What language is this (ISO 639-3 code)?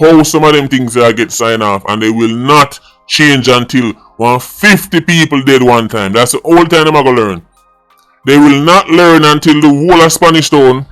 jam